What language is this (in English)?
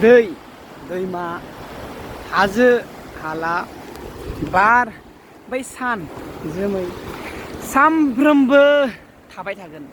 Bodo